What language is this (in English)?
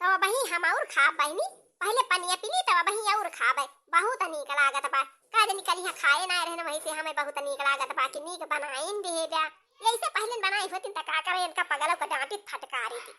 Awadhi